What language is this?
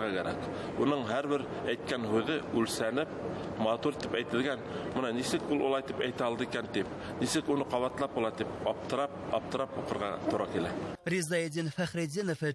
Bashkir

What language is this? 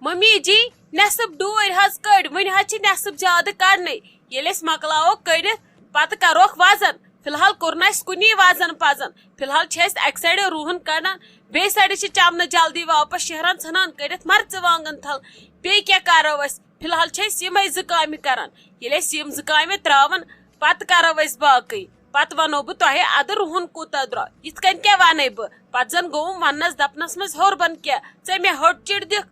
Kashmiri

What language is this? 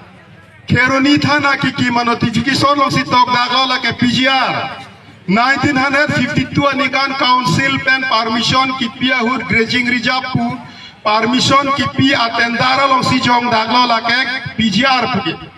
Karbi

